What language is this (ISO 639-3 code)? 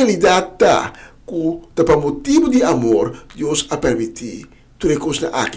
pap